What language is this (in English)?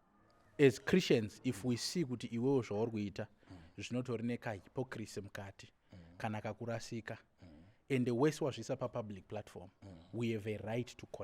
Shona